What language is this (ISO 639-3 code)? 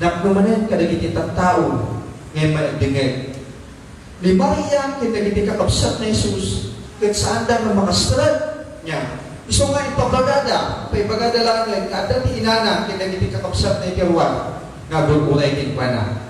ilo